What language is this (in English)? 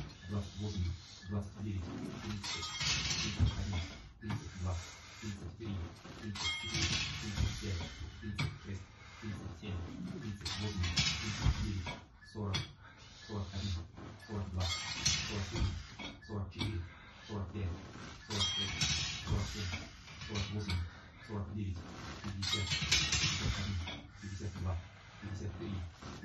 Russian